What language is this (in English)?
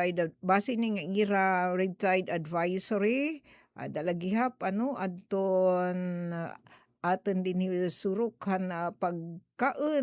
Waray